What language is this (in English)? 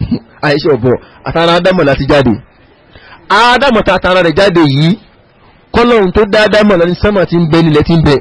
Yoruba